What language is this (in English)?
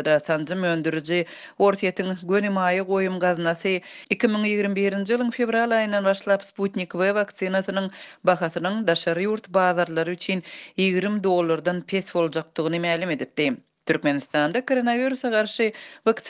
Turkmen